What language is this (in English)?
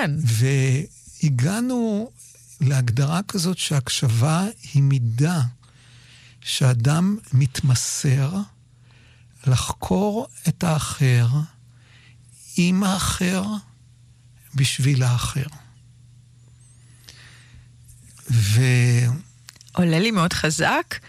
Hebrew